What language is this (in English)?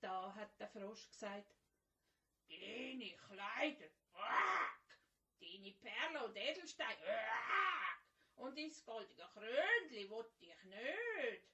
Swiss German